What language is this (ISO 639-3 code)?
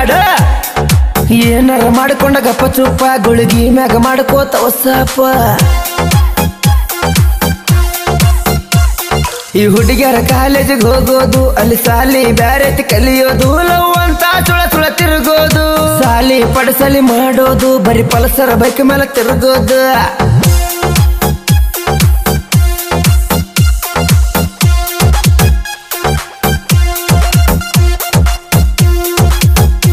kan